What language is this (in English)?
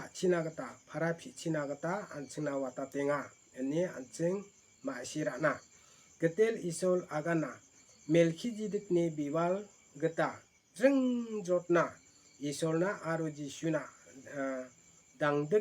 Garo